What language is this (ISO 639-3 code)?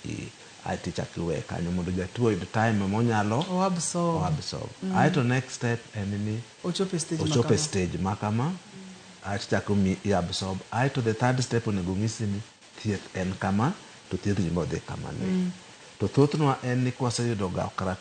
luo